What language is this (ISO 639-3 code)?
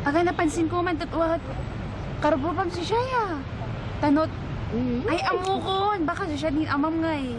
kne